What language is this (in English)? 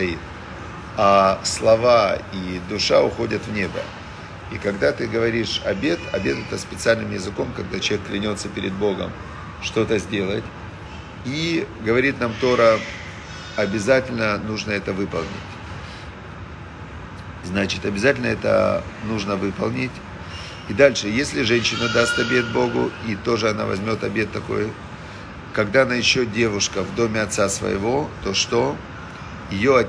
Russian